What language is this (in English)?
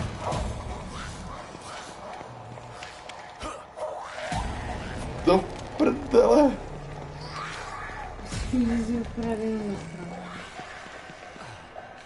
Czech